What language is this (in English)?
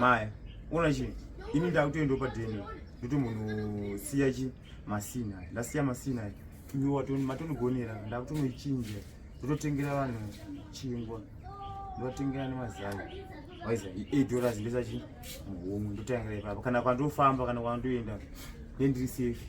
Shona